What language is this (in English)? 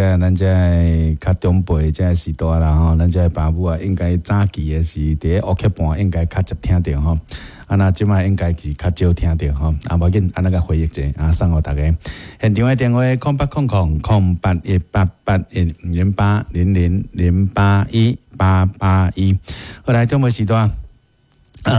Min Nan Chinese